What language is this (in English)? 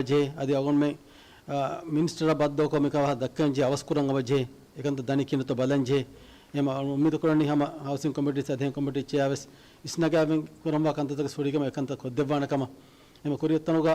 Divehi